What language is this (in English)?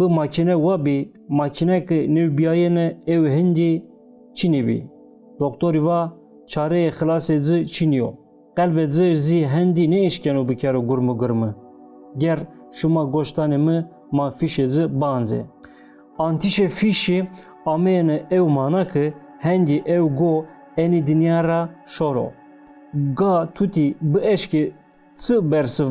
Zaza